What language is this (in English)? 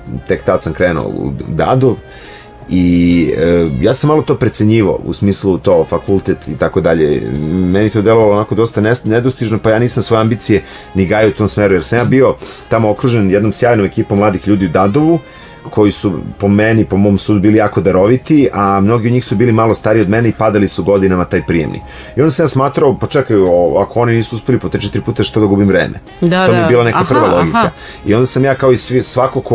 Serbian